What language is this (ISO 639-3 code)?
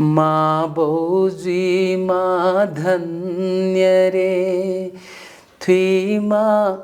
new